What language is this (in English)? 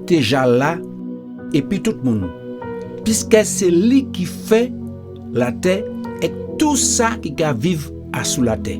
Guadeloupean Creole French